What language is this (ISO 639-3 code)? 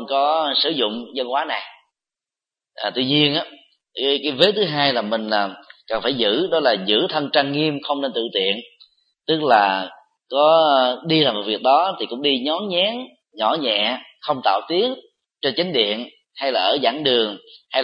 vie